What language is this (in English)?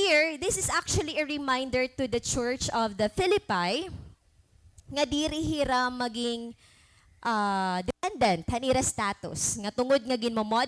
Waray